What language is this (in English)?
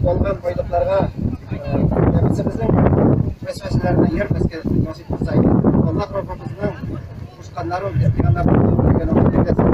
Tatar